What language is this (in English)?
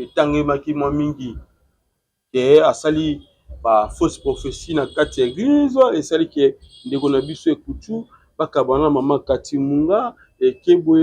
Lingala